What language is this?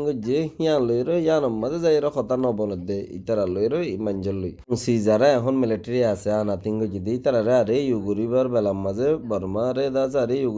Rohingya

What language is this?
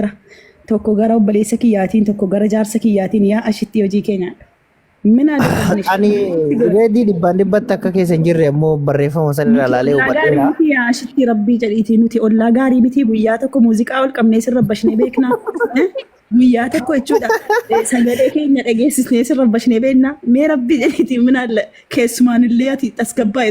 Oromo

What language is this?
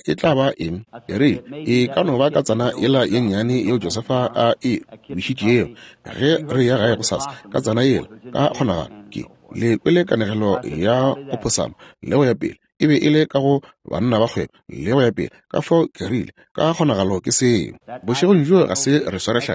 Northern Sotho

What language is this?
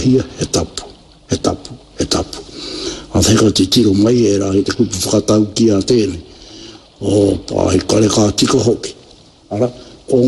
Māori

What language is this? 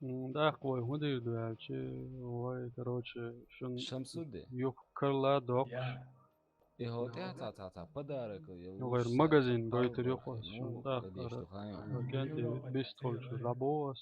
Chechen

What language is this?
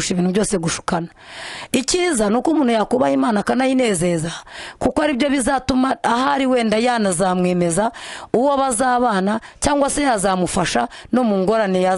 Kinyarwanda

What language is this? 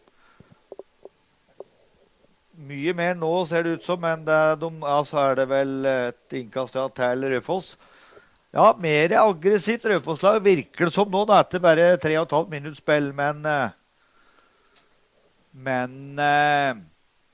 Norwegian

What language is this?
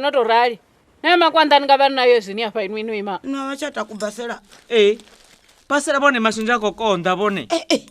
Venda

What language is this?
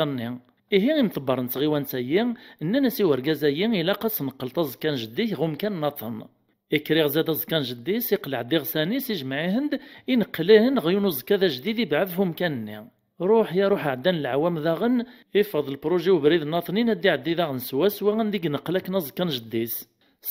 Kabyle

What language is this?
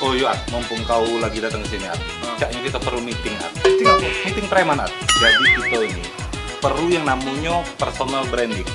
Musi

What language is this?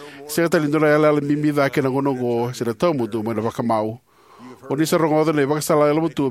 Fijian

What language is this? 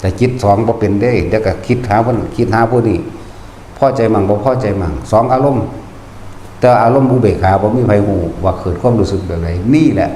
Northeastern Thai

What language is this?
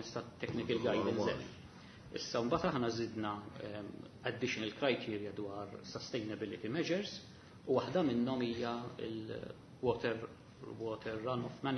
Maltese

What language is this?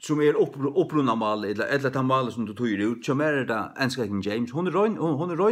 Faroese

